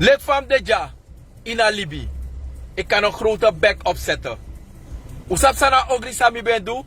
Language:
Sranan Tongo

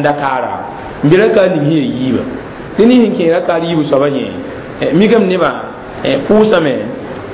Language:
Mossi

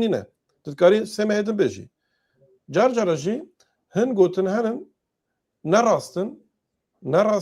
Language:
Kurdish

